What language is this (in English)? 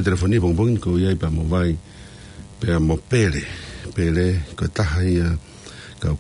Tongan